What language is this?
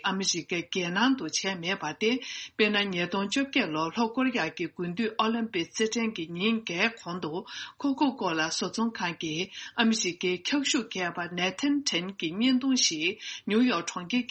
Tibetan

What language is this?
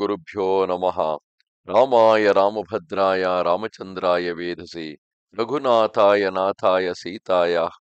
Kannada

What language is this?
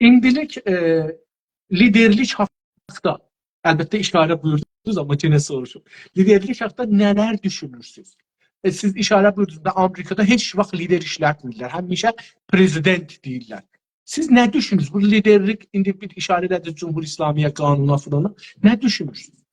South Azerbaijani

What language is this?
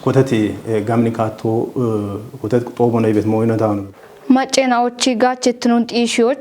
Kafa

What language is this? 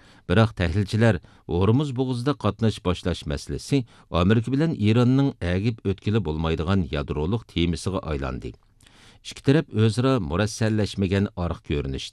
Uyghur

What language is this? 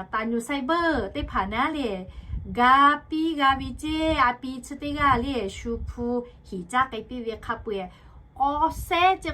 Lahu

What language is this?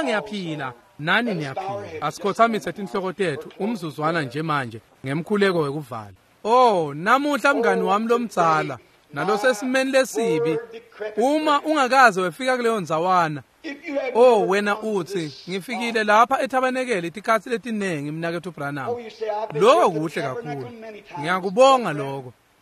Swati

